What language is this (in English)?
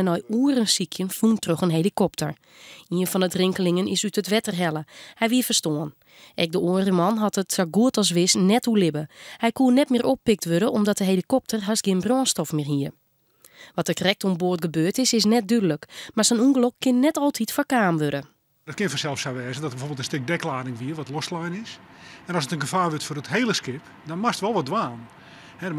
Western Frisian